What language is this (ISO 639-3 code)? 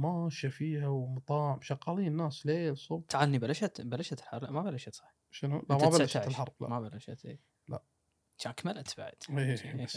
afb